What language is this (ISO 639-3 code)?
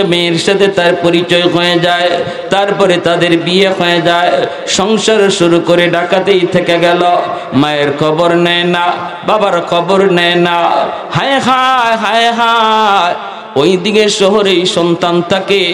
ben